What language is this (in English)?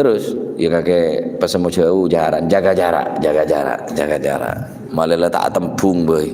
Madurese